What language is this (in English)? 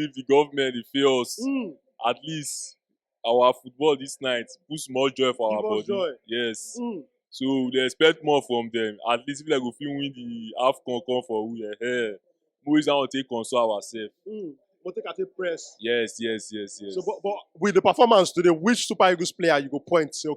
Nigerian Pidgin